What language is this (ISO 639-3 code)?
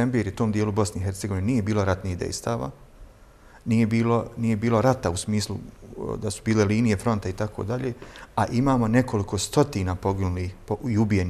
bos